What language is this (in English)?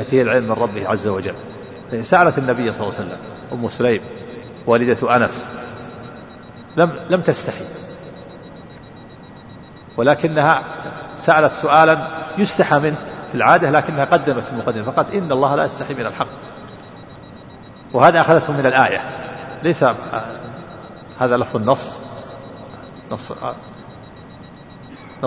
Arabic